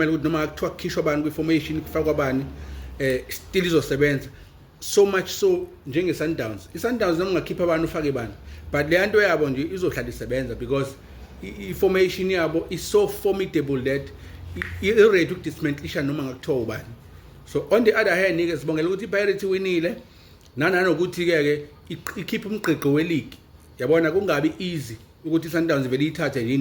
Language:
Zulu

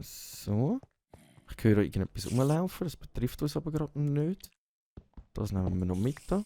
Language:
Swiss German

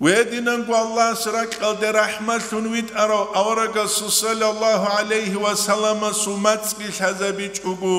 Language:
Avaric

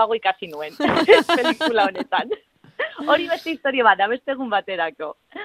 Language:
Basque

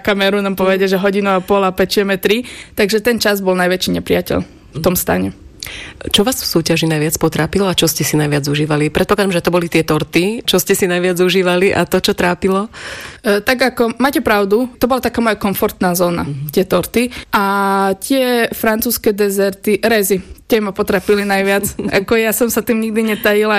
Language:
Slovak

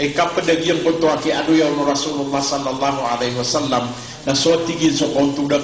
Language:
Maranao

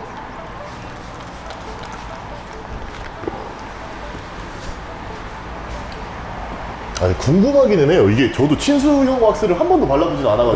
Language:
Korean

